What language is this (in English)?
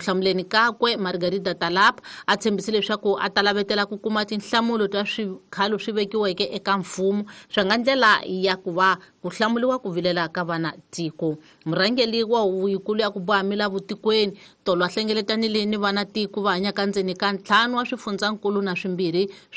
Tsonga